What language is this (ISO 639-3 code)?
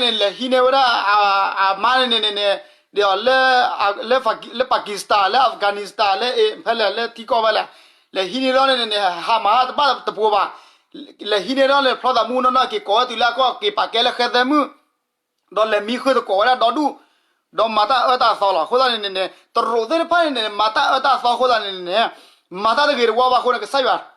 ksw